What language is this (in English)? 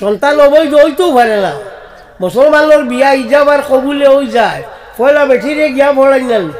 Sylheti